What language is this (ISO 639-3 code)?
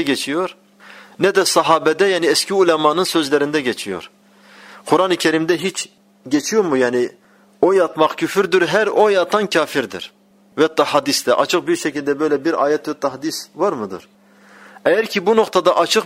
tur